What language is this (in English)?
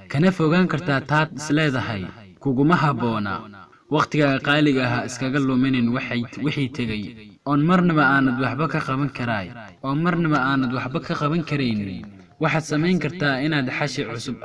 Somali